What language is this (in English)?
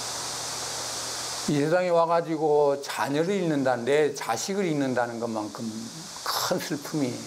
Korean